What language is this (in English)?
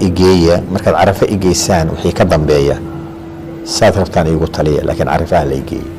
Somali